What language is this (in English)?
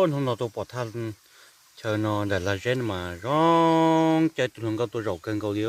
Hmong